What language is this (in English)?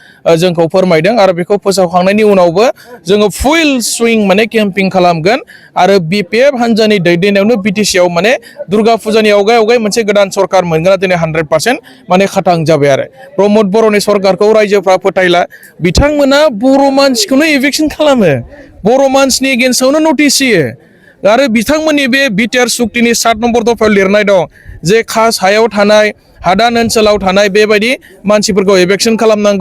Bodo